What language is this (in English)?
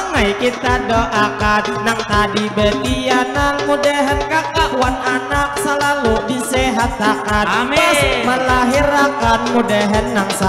Banjar